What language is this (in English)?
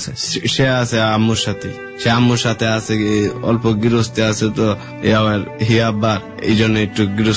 Bangla